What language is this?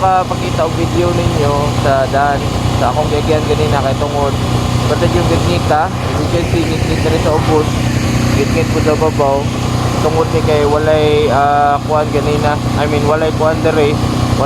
Cebuano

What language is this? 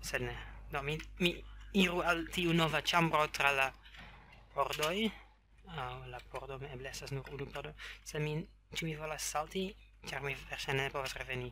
Esperanto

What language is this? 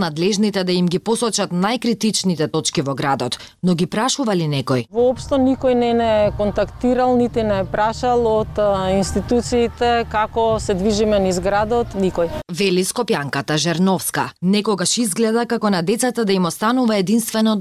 Macedonian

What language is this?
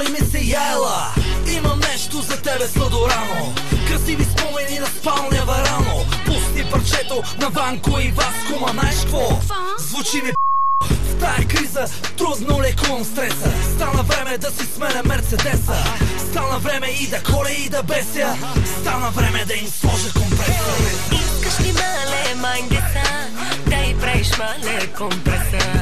Bulgarian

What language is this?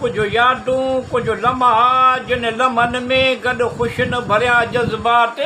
Sindhi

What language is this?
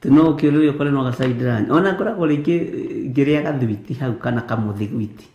Kikuyu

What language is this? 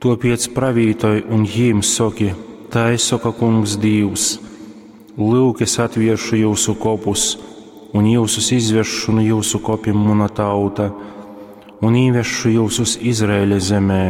Latgalian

